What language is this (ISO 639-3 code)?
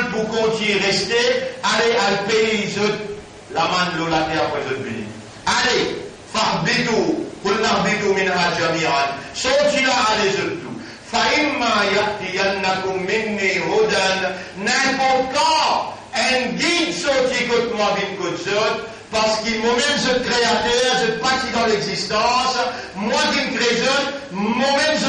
mfe